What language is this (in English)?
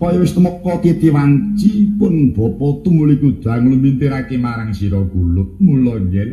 Javanese